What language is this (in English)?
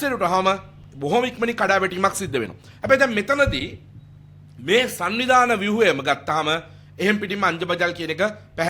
Sinhala